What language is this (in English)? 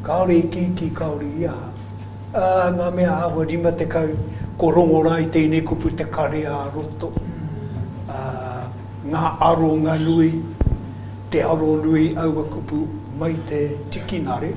Māori